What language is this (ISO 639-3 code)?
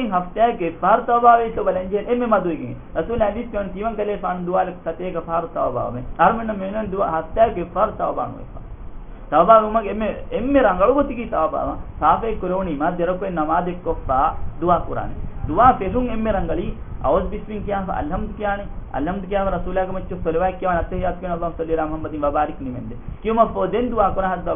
div